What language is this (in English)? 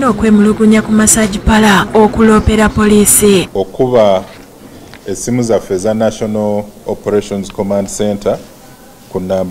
Ganda